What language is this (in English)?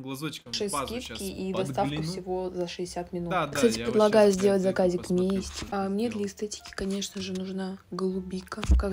Russian